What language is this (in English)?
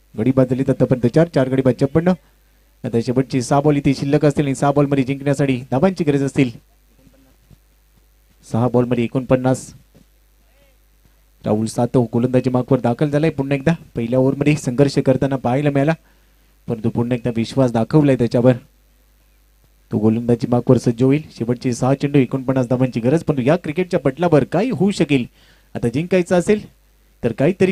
Marathi